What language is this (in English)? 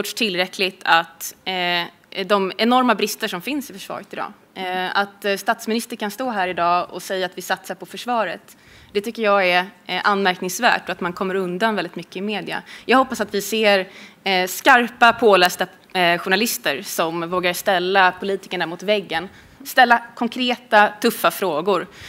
Swedish